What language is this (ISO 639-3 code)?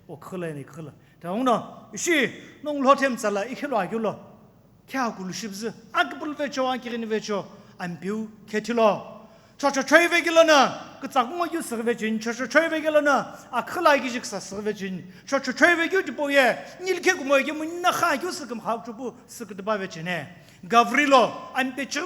nsm